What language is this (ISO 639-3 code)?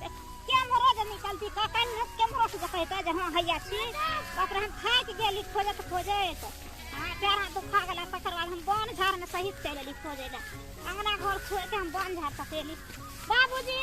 mai